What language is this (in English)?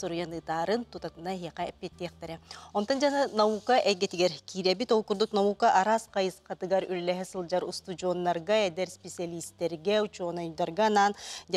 Yakut